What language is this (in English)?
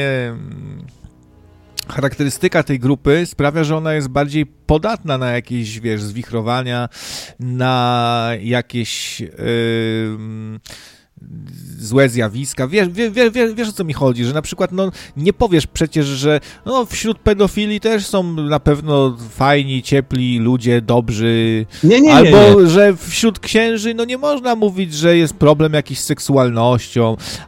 Polish